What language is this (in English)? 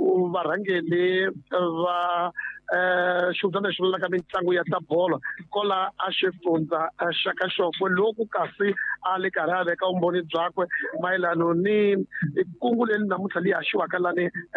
Tsonga